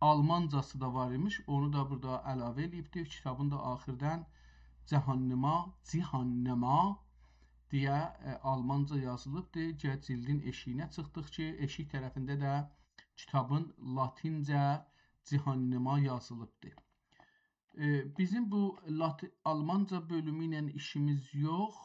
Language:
South Azerbaijani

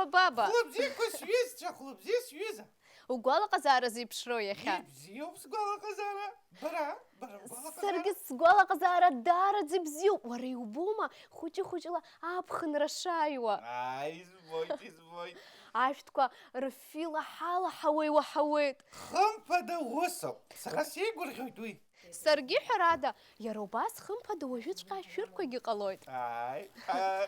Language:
Abkhazian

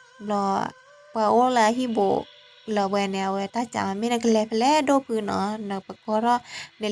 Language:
S'gaw Karen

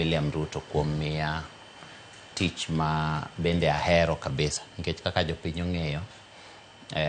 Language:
Luo (Kenya and Tanzania)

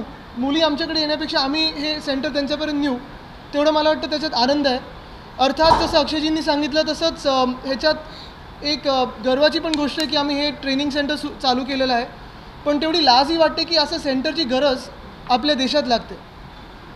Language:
Marathi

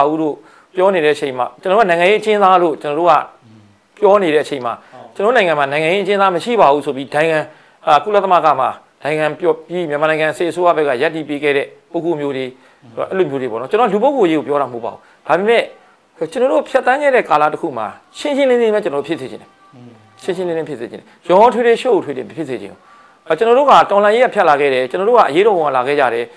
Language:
Burmese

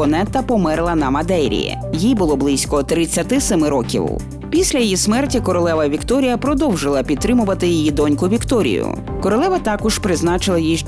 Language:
Ukrainian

